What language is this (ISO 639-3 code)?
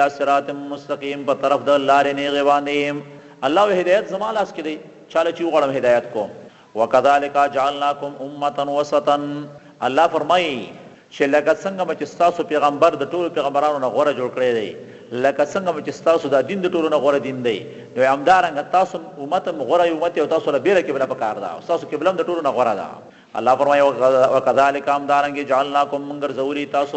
pus